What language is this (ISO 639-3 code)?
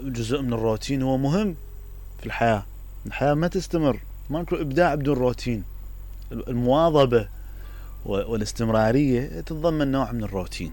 acm